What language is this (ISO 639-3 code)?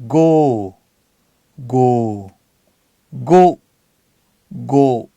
lhu